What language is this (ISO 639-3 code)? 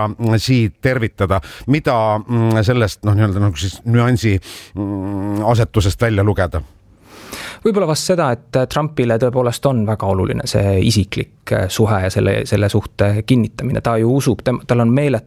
est